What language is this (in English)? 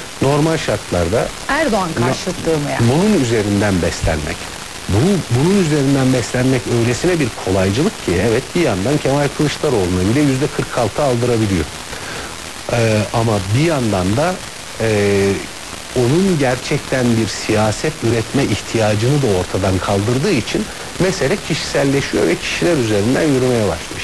Turkish